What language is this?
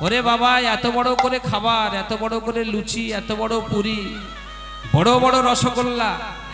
Bangla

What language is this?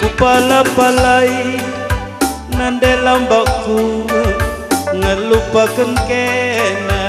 Batak Karo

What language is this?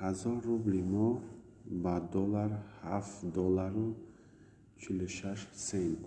Tajik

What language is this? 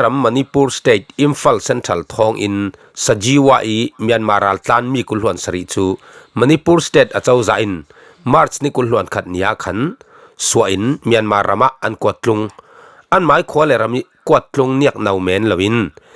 Falam Chin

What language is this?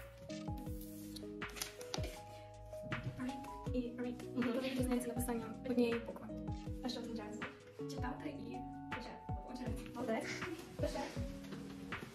Ukrainian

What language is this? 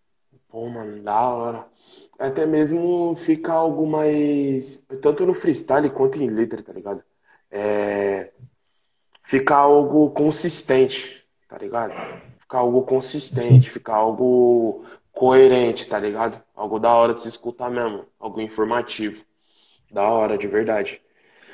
Portuguese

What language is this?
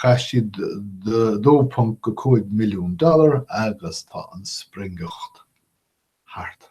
Irish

